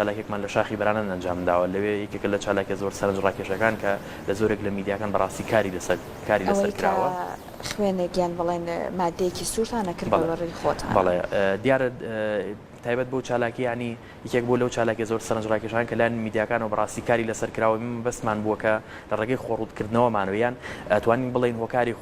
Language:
Central Kurdish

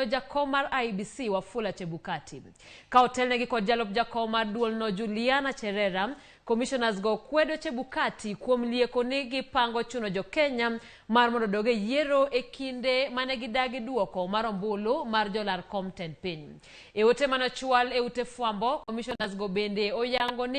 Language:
Luo (Kenya and Tanzania)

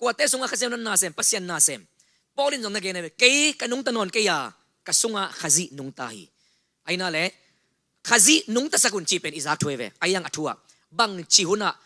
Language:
Tedim Chin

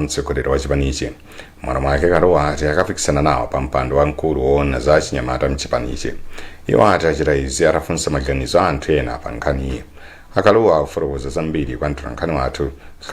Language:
Nyanja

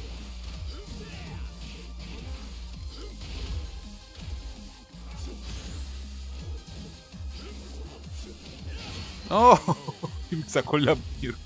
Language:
Spanish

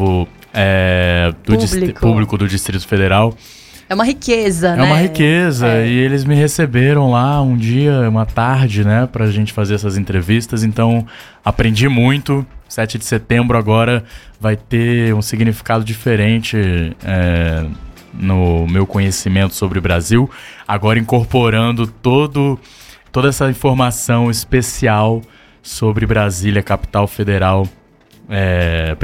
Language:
Portuguese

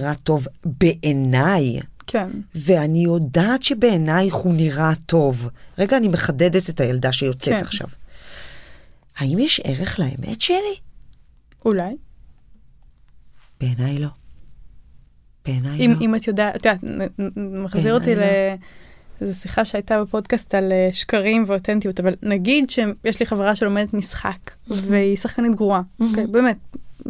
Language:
Hebrew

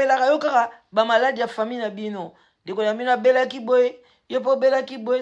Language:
Lingala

